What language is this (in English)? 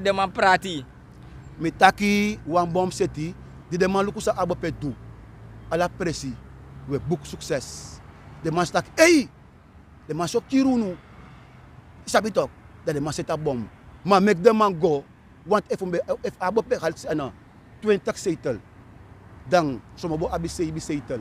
Sranan Tongo